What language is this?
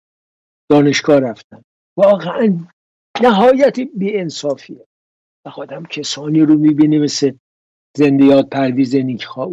Persian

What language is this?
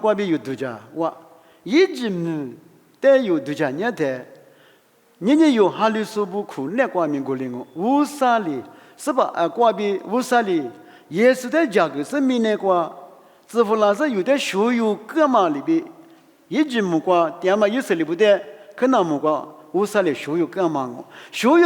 Lisu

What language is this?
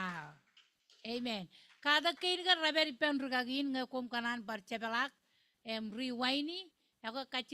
Marshallese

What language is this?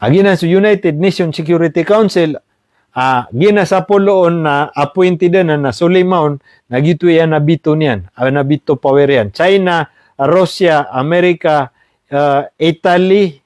Maranao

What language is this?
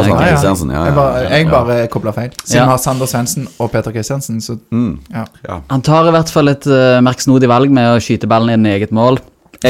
Norwegian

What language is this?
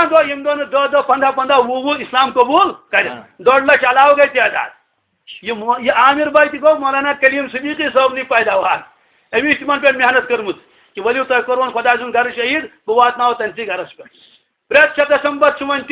Kashmiri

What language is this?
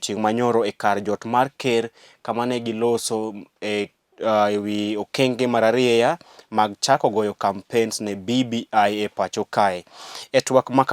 Luo (Kenya and Tanzania)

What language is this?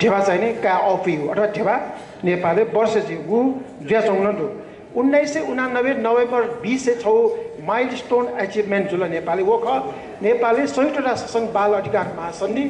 Newari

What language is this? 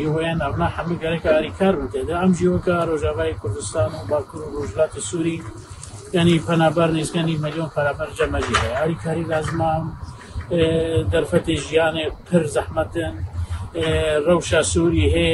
Kurdish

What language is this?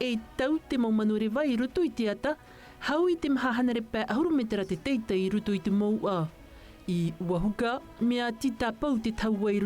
Tahitian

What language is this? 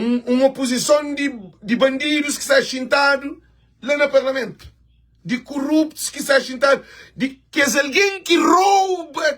Kabuverdianu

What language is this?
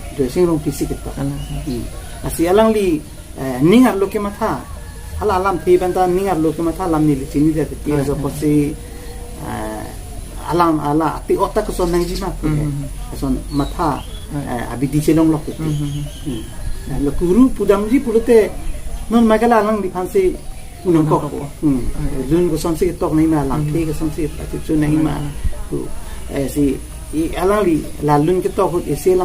Karbi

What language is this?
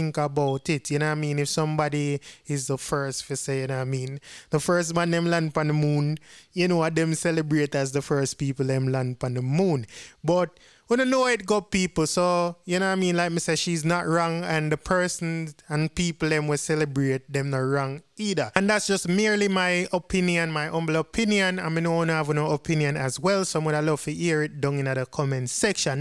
Jamaican Creole English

